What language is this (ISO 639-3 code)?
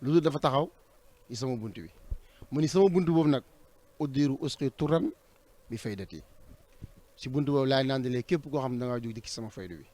wol